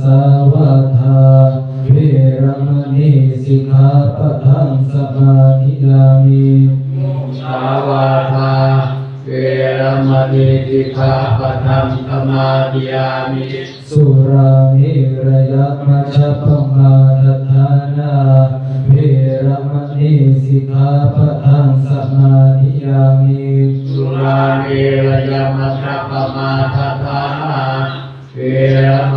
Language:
Pali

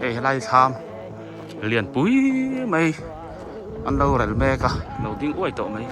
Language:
Biete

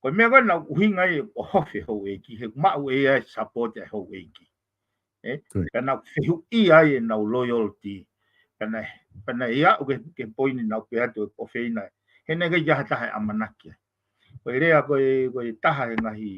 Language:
Tongan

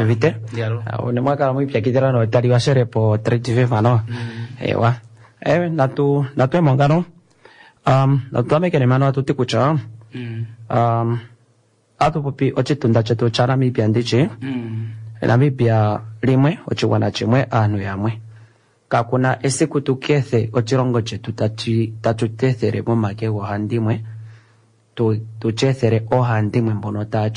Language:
Kuanyama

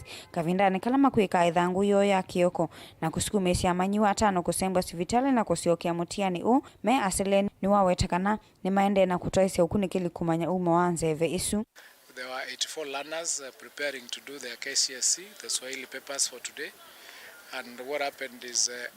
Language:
Kamba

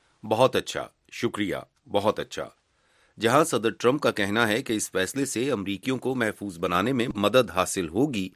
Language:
Urdu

